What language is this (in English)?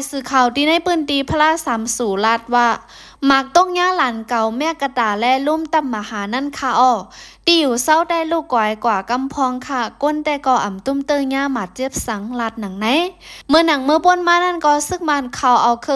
Shan